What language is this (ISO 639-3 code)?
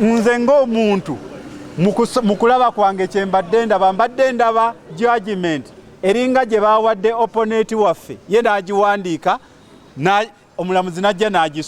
lug